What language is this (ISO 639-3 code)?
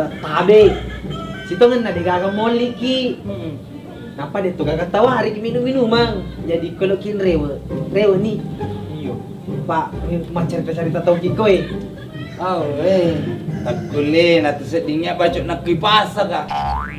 bug